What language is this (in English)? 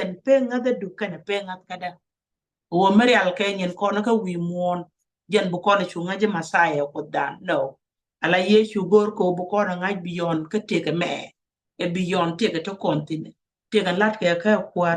Nuer